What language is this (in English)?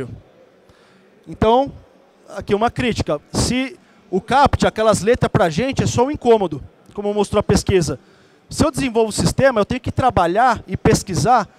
Portuguese